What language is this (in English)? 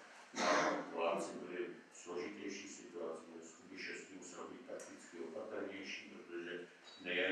Czech